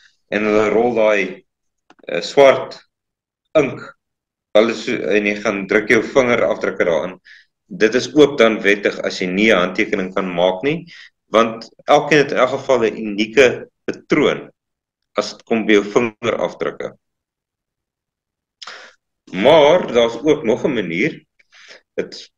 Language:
Afrikaans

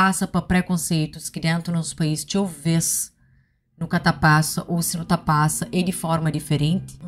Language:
Kabuverdianu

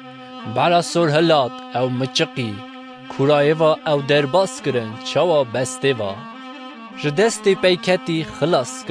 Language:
Kurdish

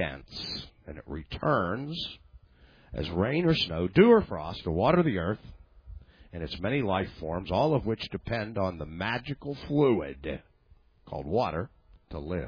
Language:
English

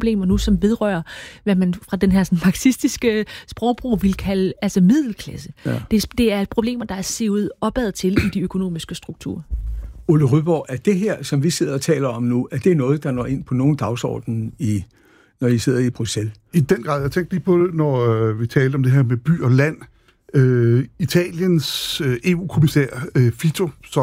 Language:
Danish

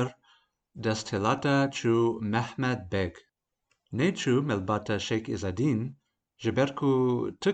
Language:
Kurdish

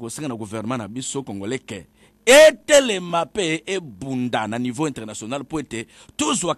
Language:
Lingala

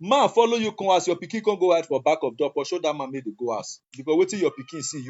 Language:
Nigerian Pidgin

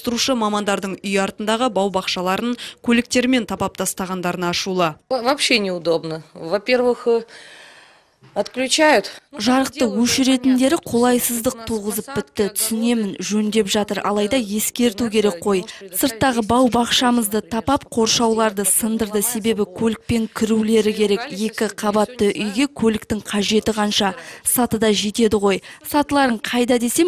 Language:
Kazakh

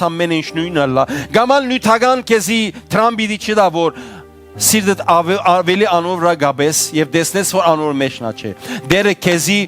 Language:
Western Armenian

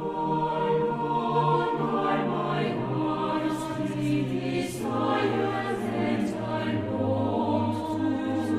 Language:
South Bolivian Quechua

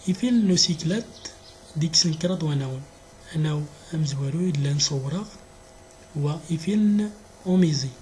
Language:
Central Atlas Tamazight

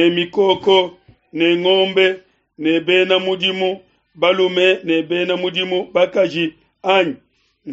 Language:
Luba-Lulua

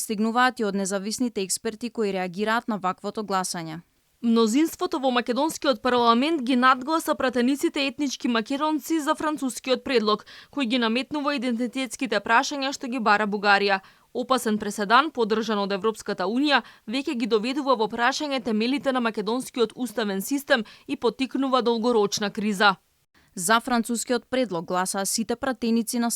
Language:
Macedonian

